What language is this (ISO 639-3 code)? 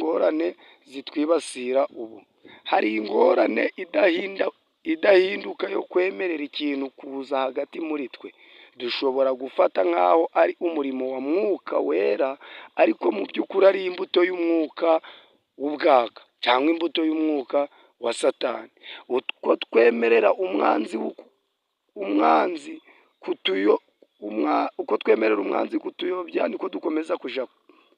kin